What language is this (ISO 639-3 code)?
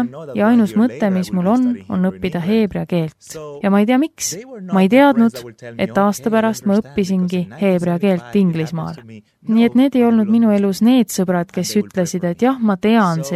est